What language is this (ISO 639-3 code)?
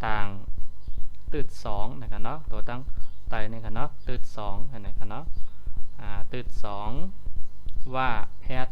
shn